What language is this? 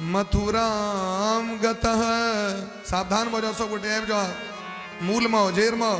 Maithili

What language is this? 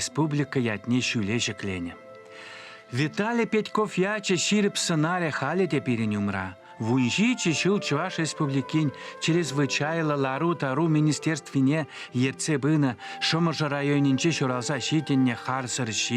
Chuvash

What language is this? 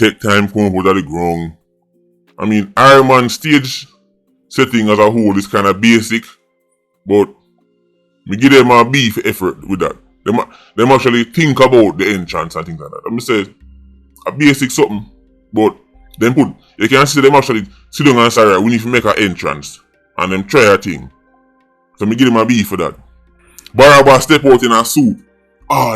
Jamaican Creole English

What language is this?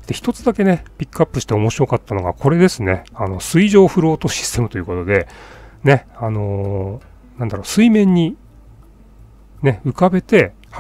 Japanese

